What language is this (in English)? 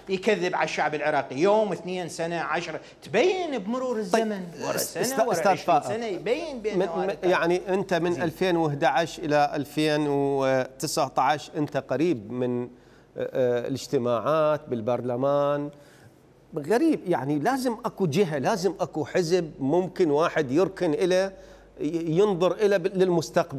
Mesopotamian Arabic